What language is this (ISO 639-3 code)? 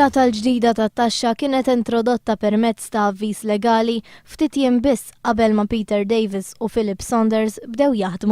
mlt